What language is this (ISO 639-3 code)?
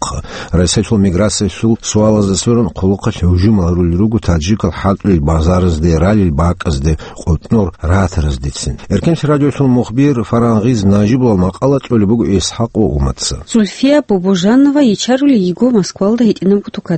ava